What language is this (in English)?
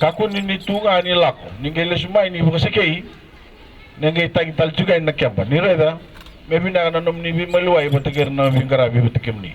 Fijian